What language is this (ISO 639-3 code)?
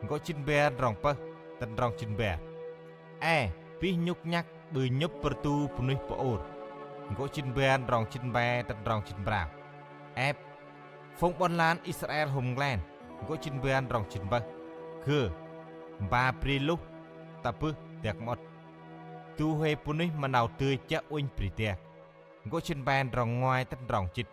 cmo